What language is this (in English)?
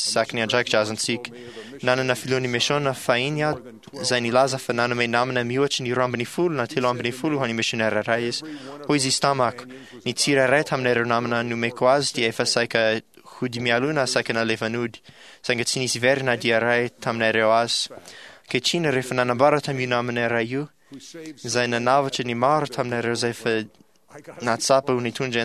Malagasy